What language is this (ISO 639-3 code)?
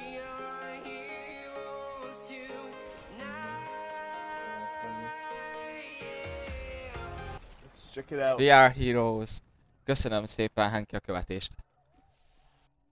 hun